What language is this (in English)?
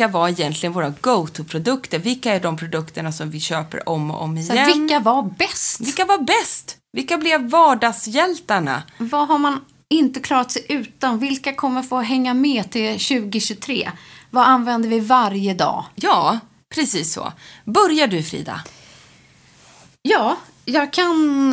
Swedish